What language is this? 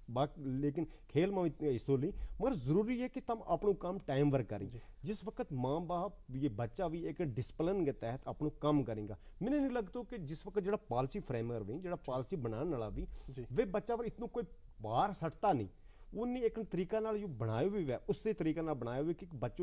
Gujari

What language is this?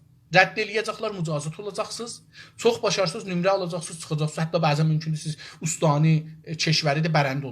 South Azerbaijani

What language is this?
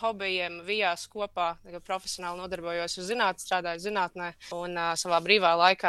Latvian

